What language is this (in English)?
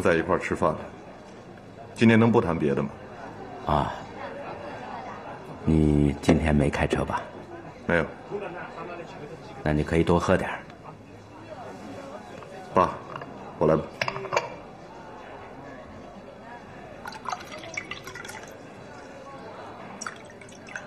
Chinese